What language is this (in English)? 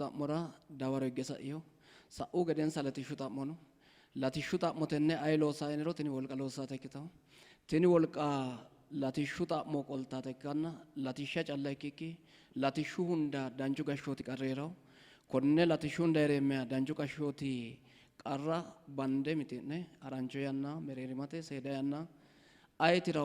Sidamo